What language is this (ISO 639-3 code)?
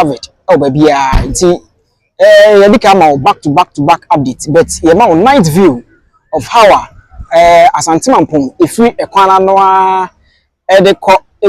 aka